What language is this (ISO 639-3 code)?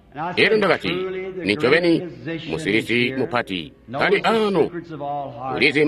toi